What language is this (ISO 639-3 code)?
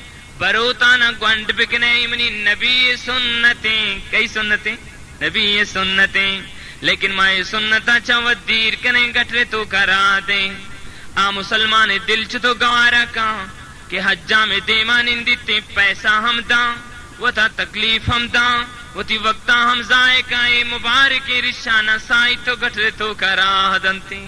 bal